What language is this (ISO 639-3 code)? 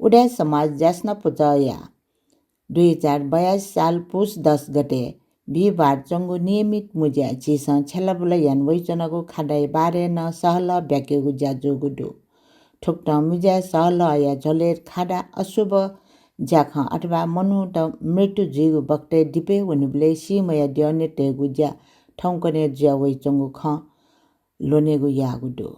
new